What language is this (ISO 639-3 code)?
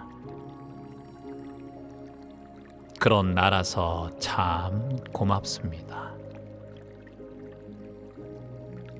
kor